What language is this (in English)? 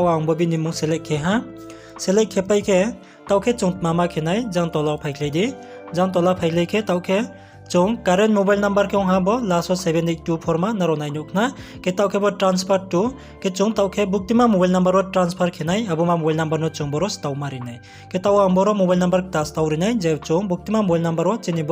Riang (India)